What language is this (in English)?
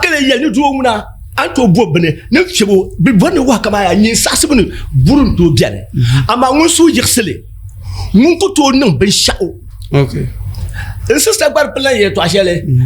Dagbani